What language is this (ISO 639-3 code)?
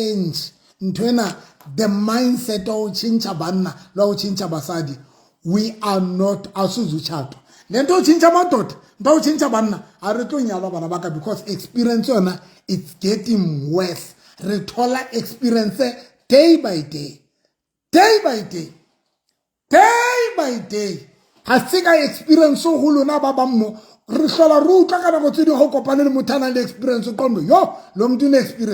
sot